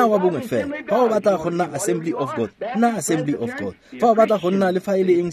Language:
Tswana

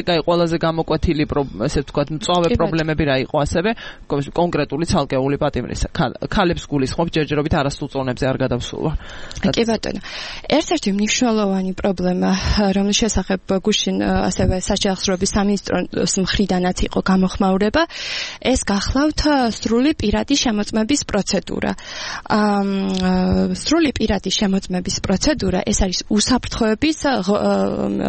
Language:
Georgian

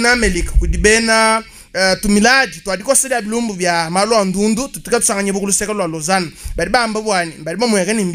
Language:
Luba-Lulua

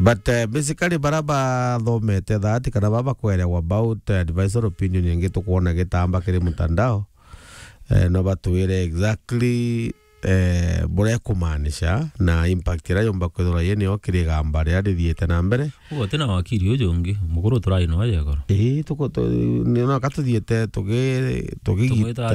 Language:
Meru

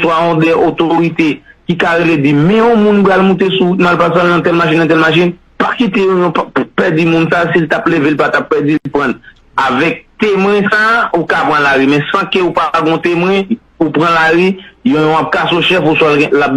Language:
Haitian Creole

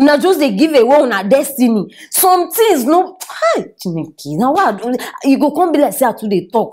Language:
Nigerian Pidgin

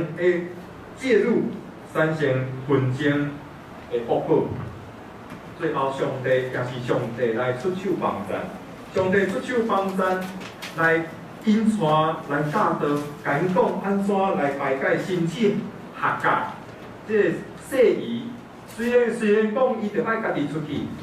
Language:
Min Nan Chinese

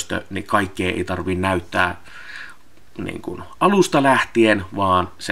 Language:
Finnish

